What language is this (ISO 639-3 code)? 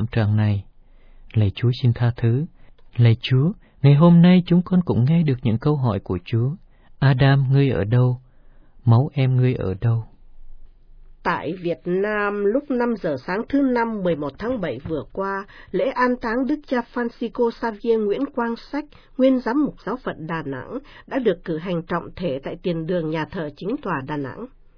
vie